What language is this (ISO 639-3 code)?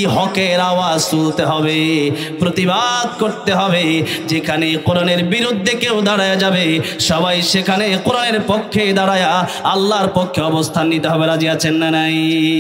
ben